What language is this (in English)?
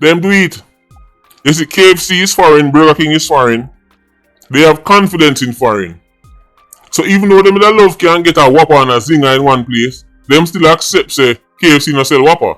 Jamaican Creole English